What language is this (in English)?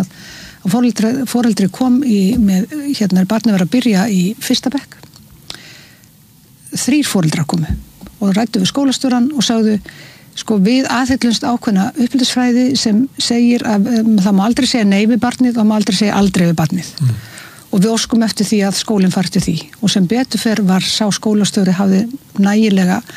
Icelandic